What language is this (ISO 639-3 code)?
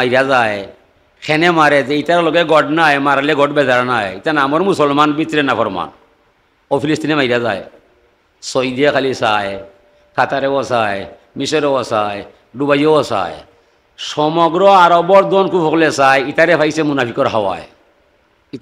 syl